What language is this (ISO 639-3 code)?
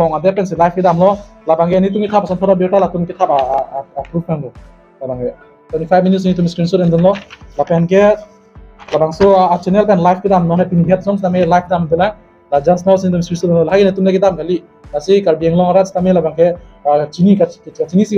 mjw